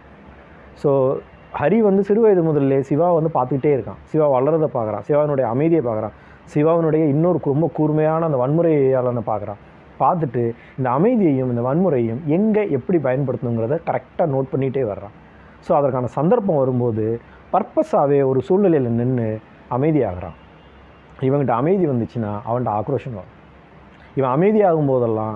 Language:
Tamil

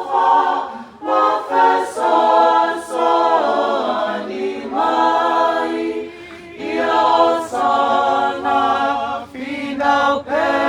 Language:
Samoan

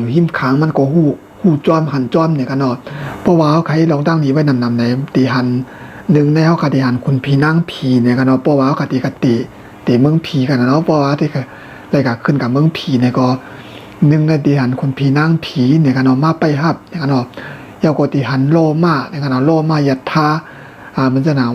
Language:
Shan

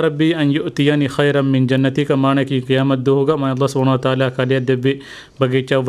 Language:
Divehi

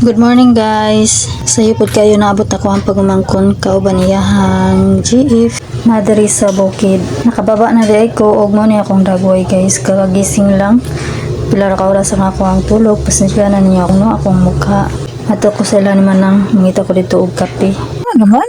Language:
Cebuano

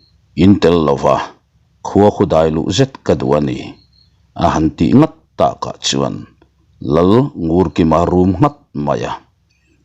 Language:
Mizo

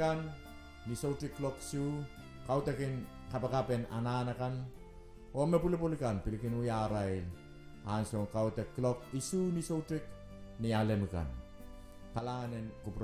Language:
Pohnpeian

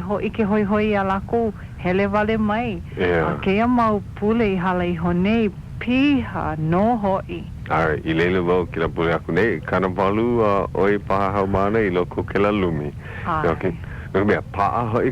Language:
Hawaiian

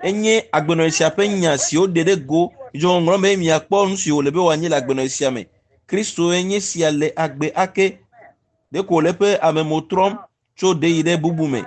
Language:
Ewe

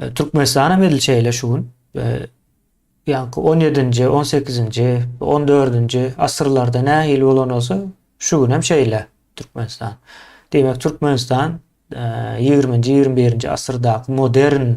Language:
Turkmen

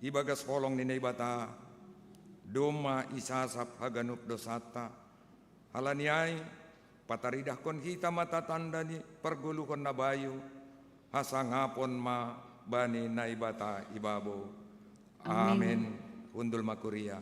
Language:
Batak Simalungun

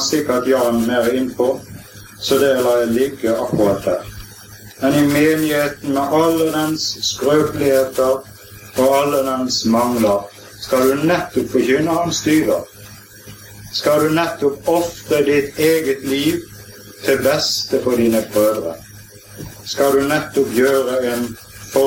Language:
Norwegian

